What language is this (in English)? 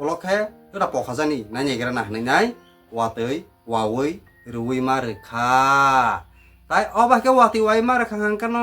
Kok Borok